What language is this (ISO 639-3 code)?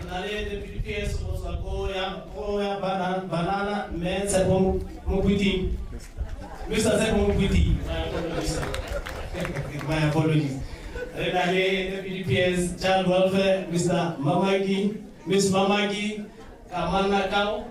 tsn